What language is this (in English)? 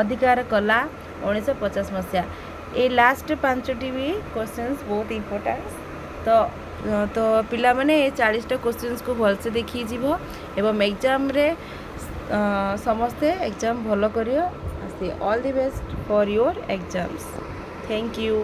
Odia